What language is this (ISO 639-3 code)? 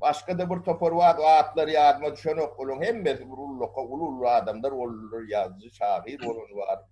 tuk